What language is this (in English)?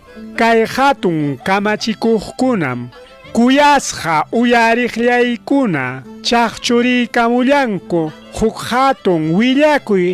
Ayacucho Quechua